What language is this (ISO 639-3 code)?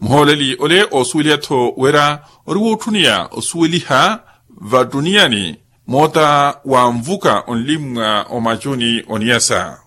vmw